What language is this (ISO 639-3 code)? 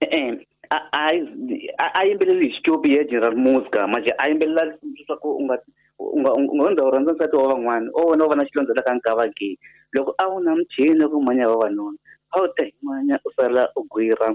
tso